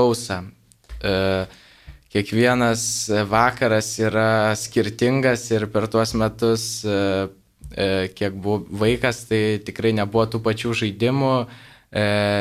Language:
Lithuanian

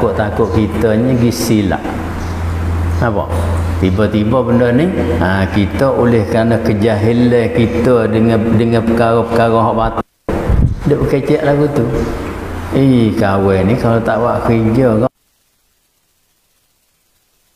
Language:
Malay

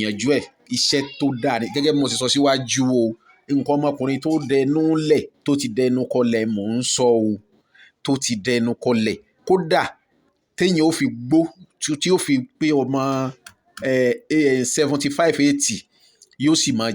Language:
Yoruba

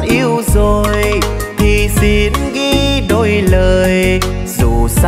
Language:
Vietnamese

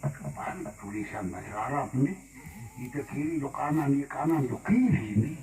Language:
Sasak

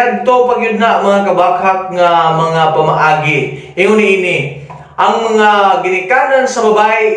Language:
Cebuano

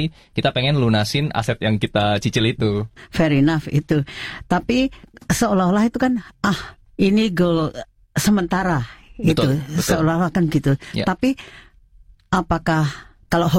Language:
Indonesian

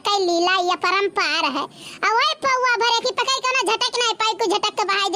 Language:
Awadhi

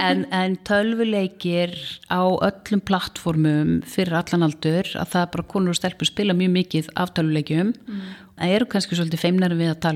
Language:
Icelandic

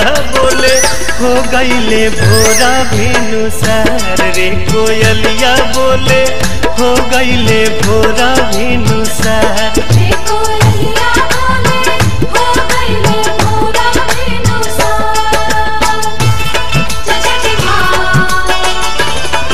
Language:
Bhojpuri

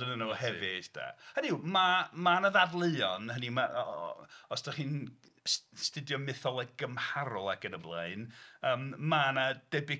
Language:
Welsh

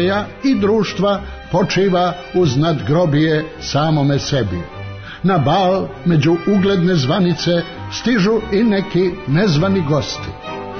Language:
Serbian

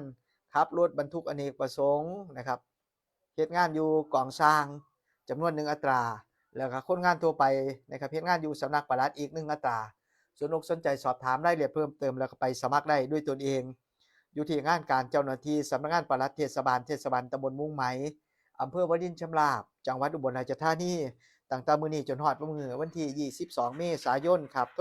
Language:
Northeastern Thai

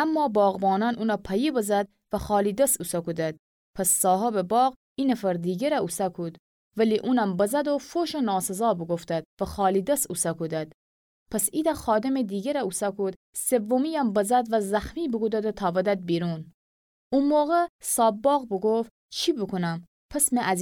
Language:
Gilaki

